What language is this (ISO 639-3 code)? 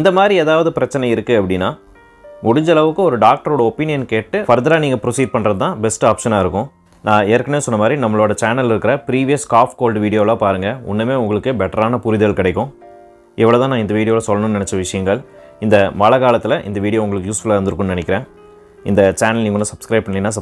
tam